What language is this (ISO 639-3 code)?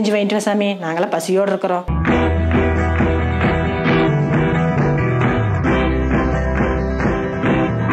tam